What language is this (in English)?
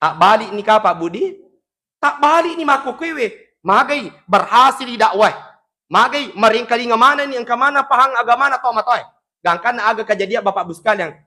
Buginese